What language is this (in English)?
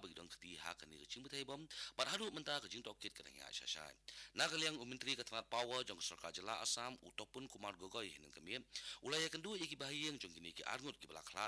Khasi